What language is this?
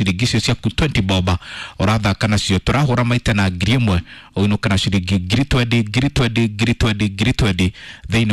Kikuyu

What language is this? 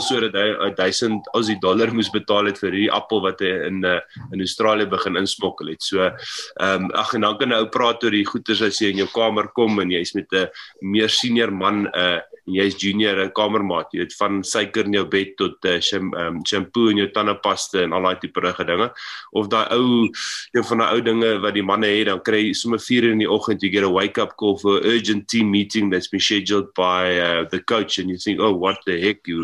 Afrikaans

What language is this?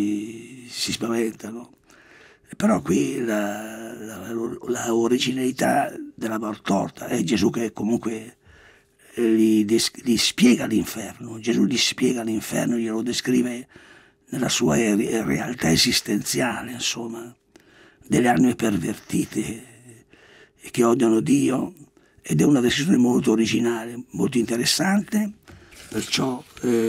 Italian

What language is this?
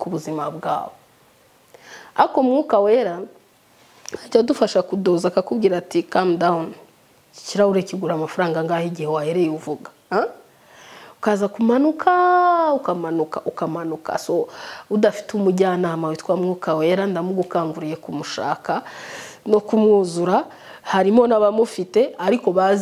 Kinyarwanda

